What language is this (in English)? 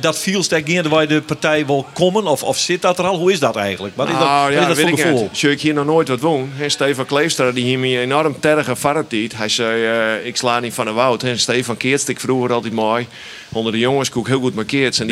Western Frisian